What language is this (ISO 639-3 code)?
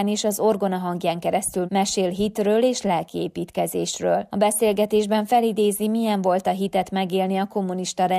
hun